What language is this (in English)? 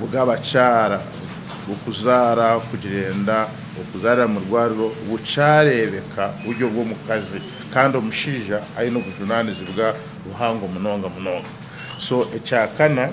Nyankole